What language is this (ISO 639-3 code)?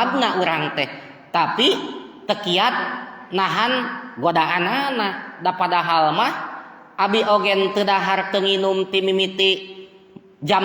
sun